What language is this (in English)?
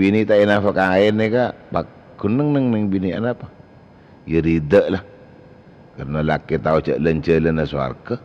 Madurese